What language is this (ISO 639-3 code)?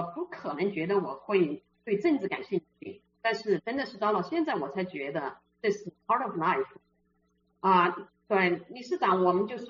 zho